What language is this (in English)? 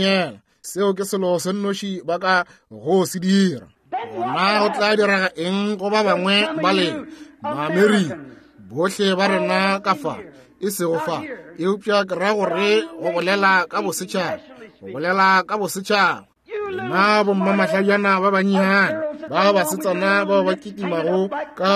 Northern Sotho